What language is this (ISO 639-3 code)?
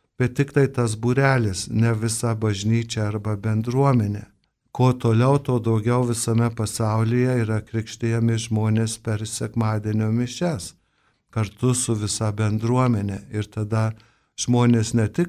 lit